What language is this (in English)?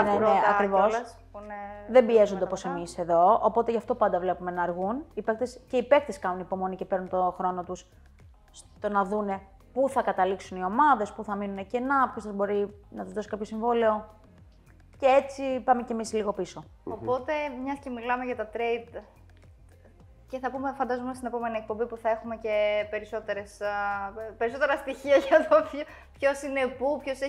Greek